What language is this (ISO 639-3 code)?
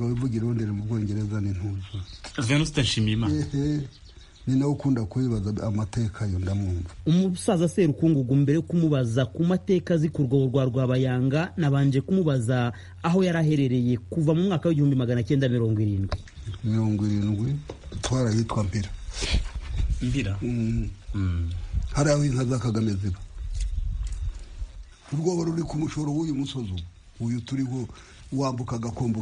kin